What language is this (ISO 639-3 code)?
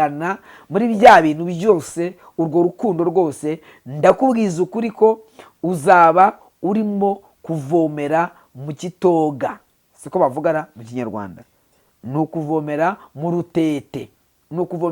kin